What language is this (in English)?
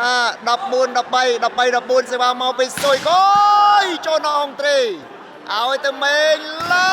Khmer